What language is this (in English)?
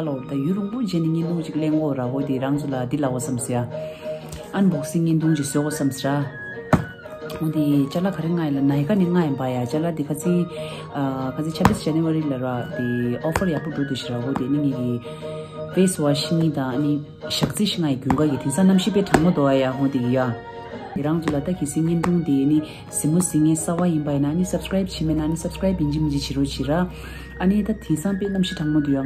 Tibetan